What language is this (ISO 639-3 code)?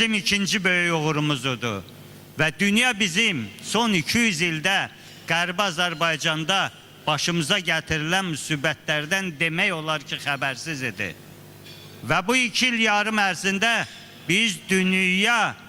aze